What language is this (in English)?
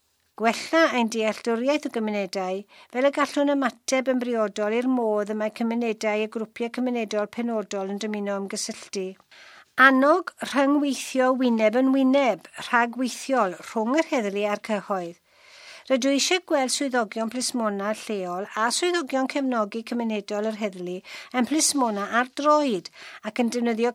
Welsh